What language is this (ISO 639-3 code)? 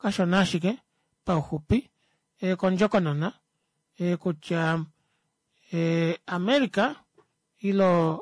kua